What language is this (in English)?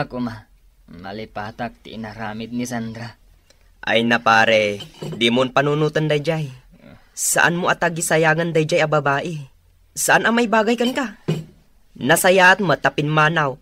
Iloko